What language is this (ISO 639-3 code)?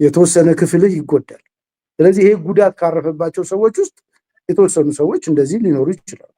amh